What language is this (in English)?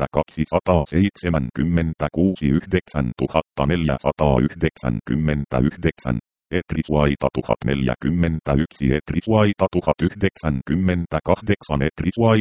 Finnish